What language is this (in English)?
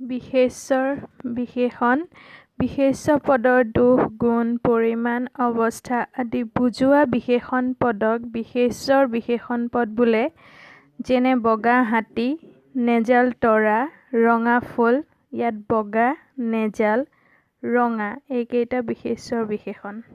Assamese